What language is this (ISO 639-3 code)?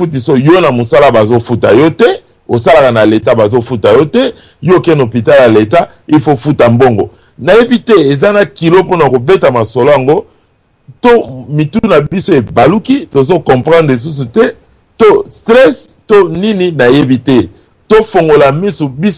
lin